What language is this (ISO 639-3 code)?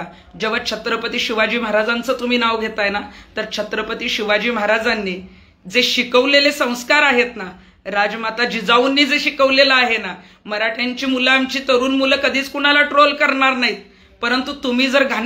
mar